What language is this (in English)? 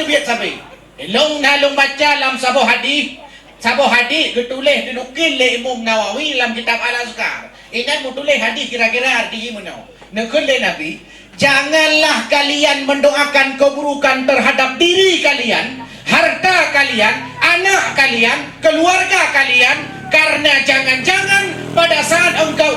Achinese